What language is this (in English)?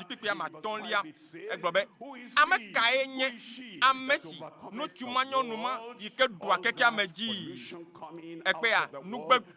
Ewe